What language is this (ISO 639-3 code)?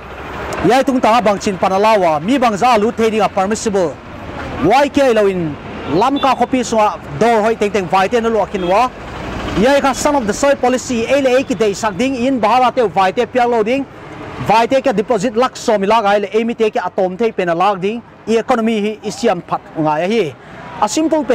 pck